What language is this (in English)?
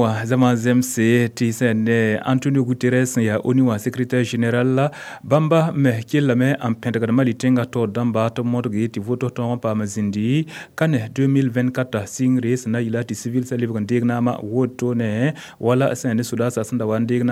Mossi